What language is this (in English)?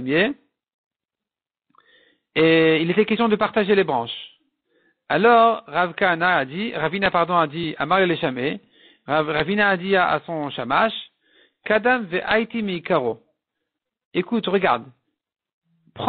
French